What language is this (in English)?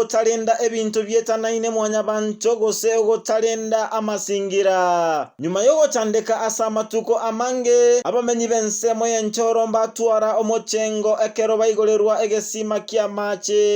Gusii